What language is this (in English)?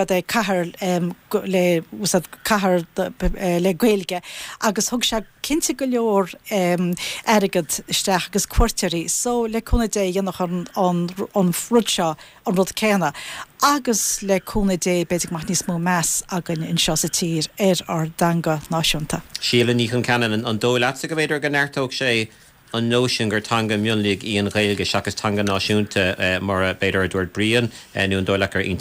Irish